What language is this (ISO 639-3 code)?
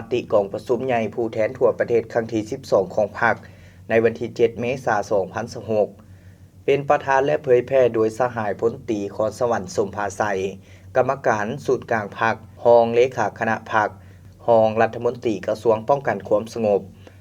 lao